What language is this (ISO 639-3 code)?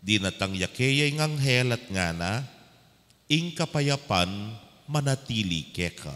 pam